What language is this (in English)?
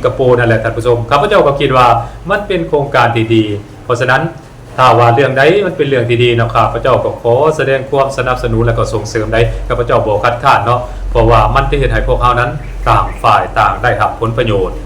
Lao